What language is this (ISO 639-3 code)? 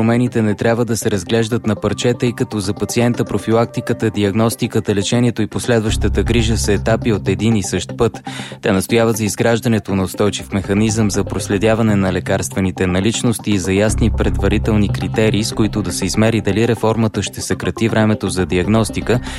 bul